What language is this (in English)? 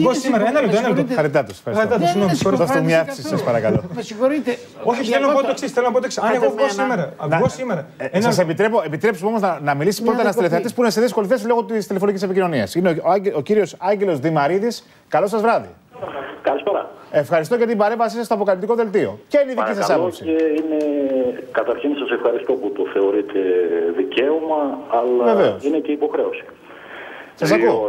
Greek